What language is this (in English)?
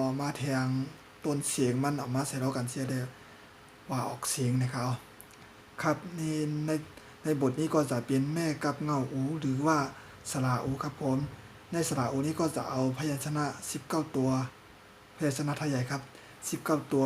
Shan